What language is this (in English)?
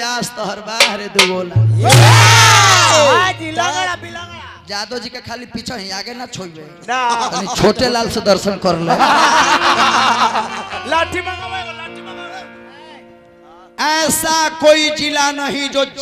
Bhojpuri